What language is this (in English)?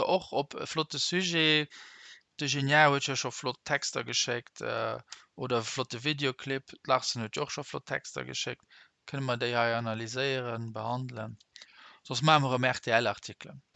Luxembourgish